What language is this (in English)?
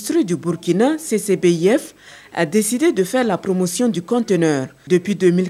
French